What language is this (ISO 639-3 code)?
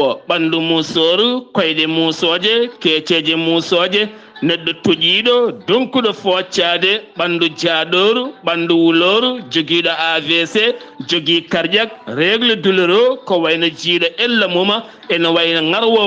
ful